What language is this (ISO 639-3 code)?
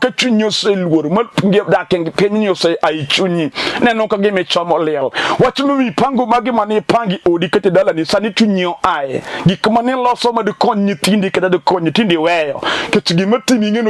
luo